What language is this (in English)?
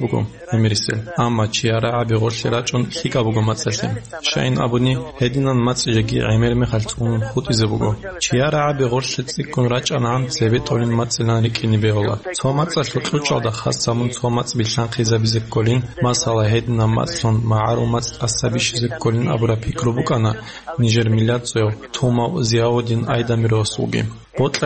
Avaric